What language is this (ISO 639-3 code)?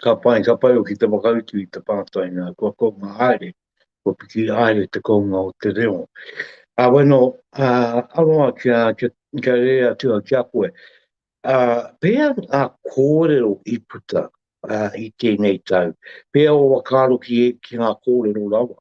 mri